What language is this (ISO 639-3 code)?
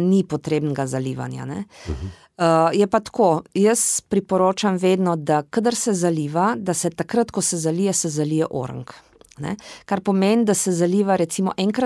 slv